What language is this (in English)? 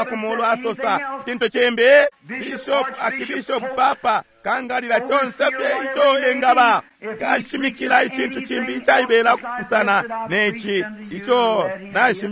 Bemba